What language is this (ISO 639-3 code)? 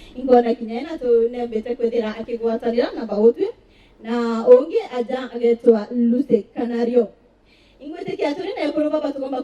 mer